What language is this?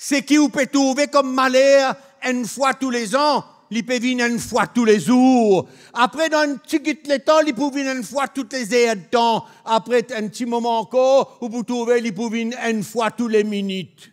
Morisyen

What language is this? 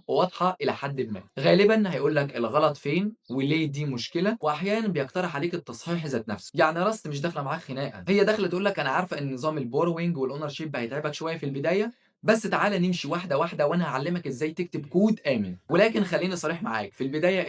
Egyptian Arabic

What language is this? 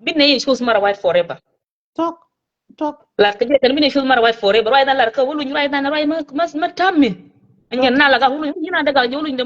Nuer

